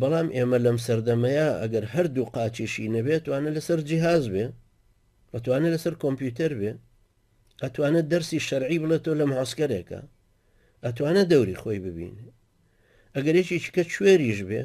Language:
Central Kurdish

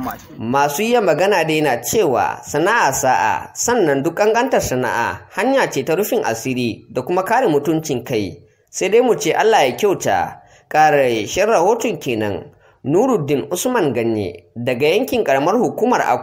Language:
Hausa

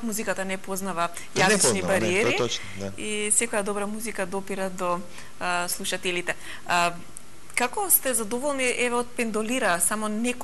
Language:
Macedonian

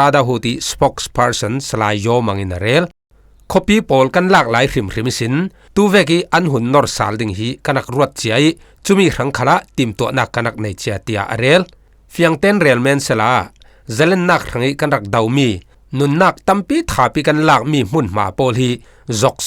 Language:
Falam Chin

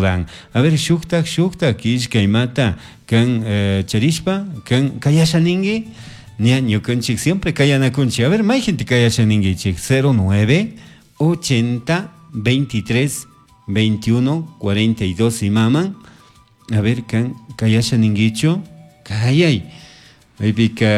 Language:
Chimborazo Highland Quichua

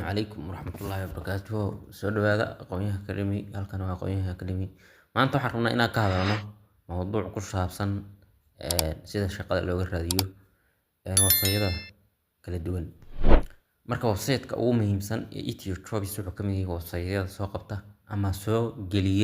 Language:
Somali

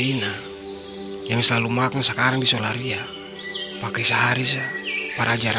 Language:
Ambonese Malay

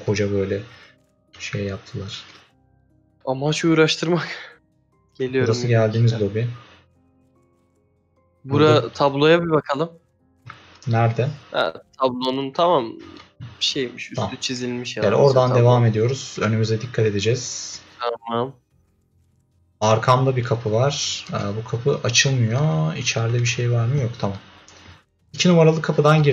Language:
Turkish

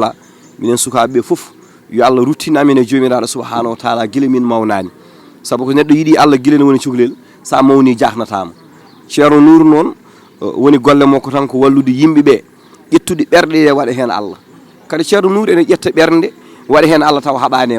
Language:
Fula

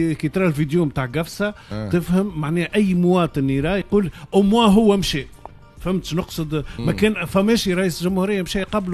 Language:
Tunisian Arabic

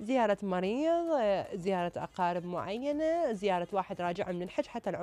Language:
Mesopotamian Arabic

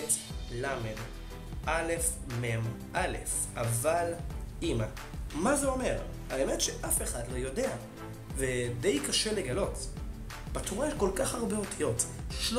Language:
Hebrew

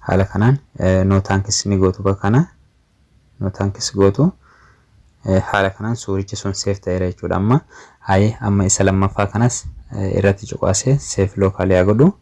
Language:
Oromo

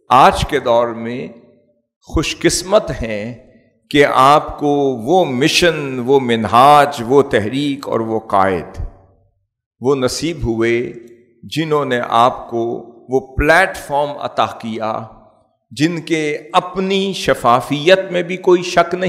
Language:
Urdu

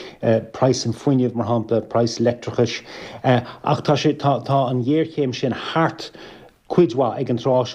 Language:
Irish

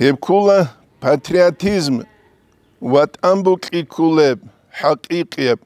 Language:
Avaric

